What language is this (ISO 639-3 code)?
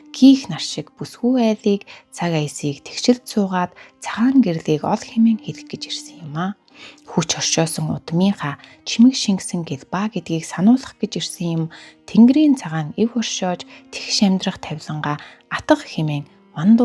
mon